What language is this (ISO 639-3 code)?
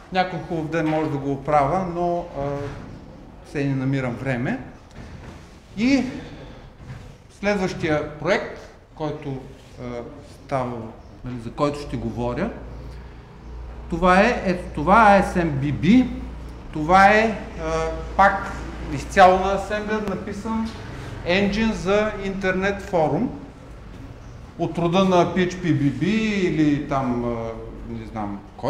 bul